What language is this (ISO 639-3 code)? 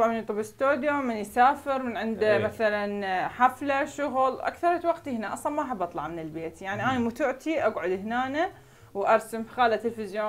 acm